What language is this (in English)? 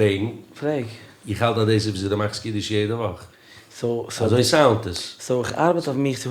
Yiddish